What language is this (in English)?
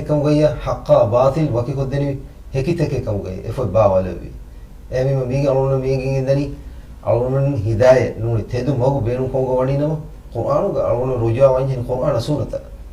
Divehi